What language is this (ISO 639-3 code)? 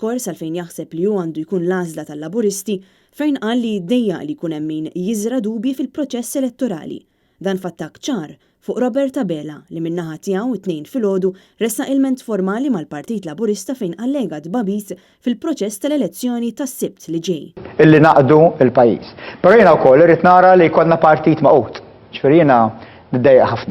mlt